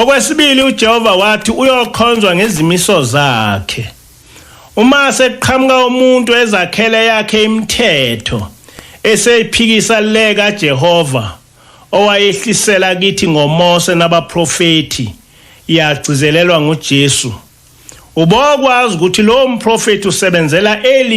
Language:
Zulu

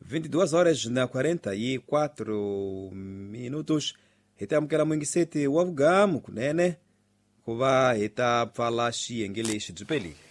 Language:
Tsonga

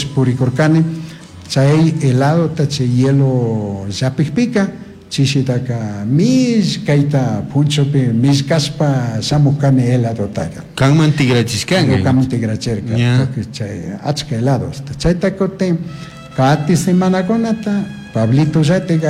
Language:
Chimborazo Highland Quichua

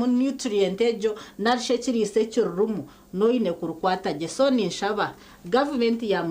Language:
Nyankole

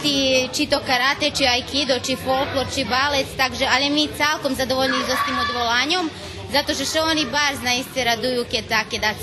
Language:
Rusyn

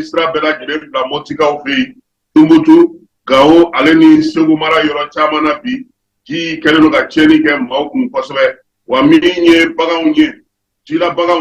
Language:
Bambara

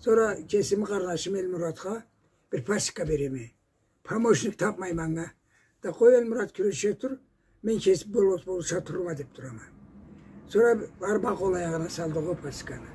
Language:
Karachay-Balkar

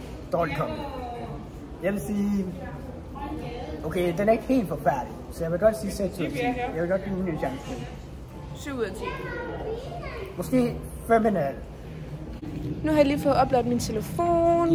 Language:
Danish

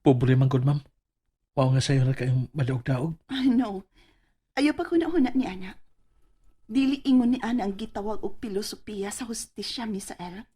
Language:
Cebuano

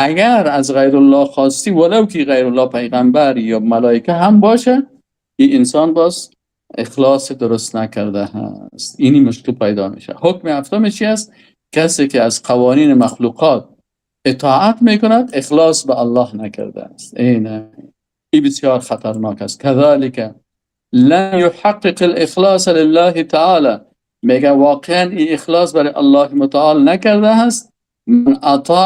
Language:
Persian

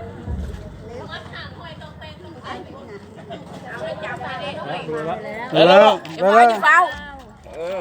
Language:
Lao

